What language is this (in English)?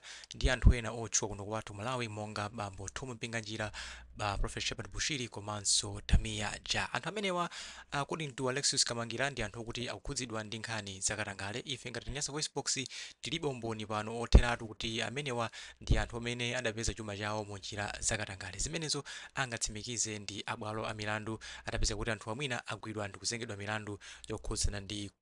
Nyanja